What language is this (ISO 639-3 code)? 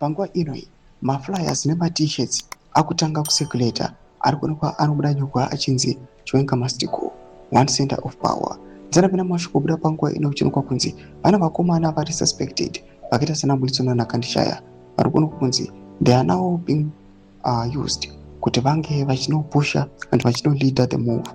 sna